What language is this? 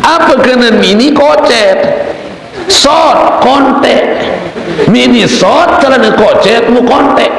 Sasak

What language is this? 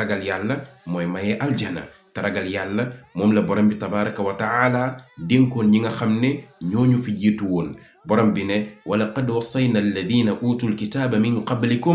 Wolof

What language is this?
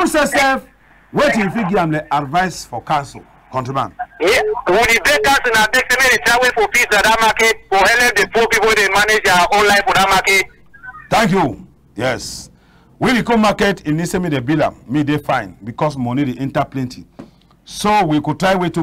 Cameroon Pidgin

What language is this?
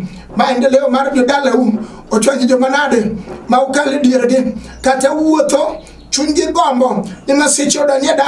Luo (Kenya and Tanzania)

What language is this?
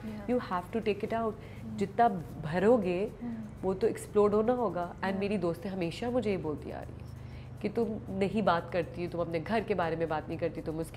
Urdu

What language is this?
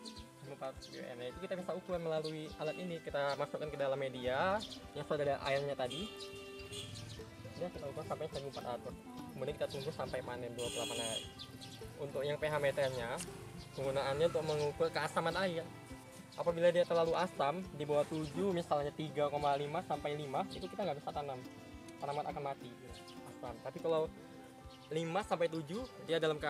Indonesian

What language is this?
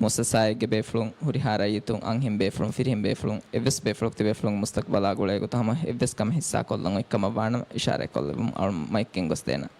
Divehi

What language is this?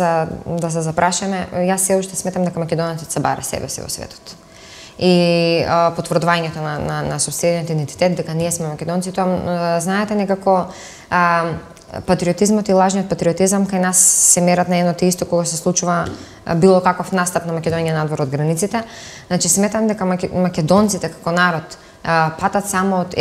Macedonian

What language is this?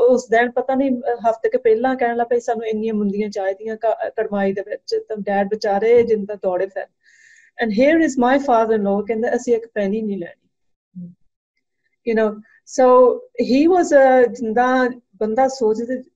Punjabi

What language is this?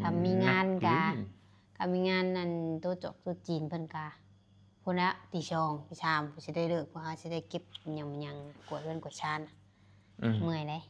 Northeastern Thai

